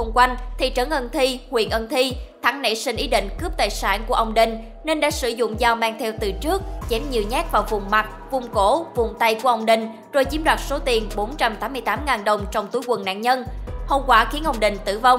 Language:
Vietnamese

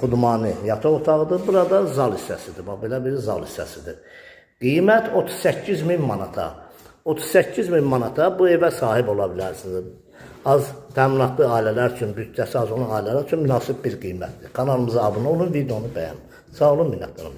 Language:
Azerbaijani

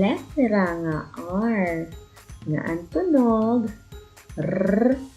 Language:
Waray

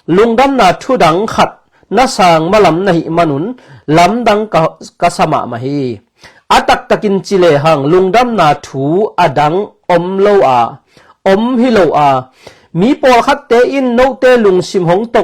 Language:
Tedim Chin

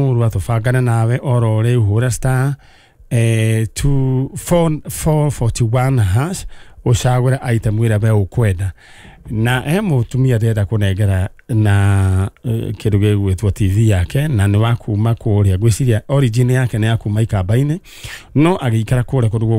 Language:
Kikuyu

